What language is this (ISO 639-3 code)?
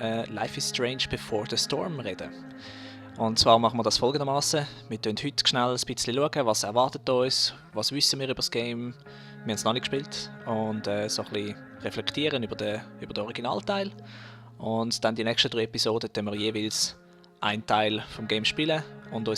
gsw